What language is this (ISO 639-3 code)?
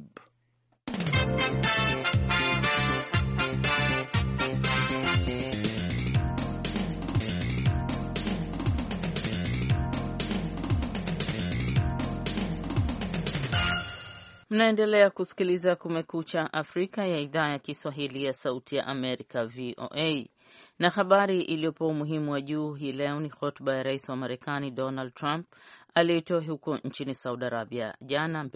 swa